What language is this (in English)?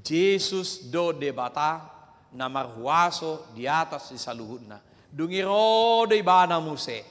Batak Toba